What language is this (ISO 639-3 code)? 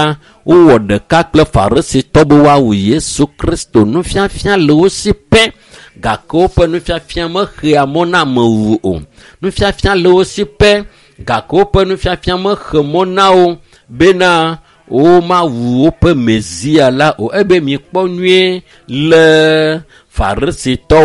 ewe